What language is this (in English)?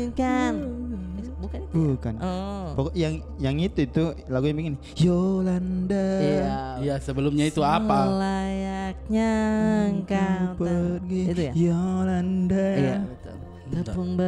Makassar Malay